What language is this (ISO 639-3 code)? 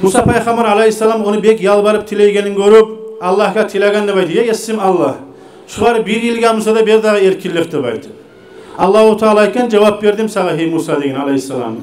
kum